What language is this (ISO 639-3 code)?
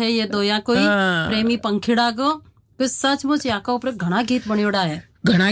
hin